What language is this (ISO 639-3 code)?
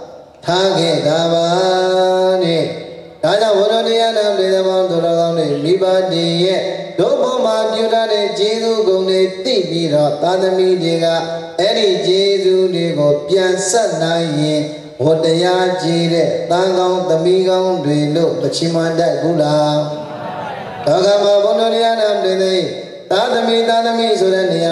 mya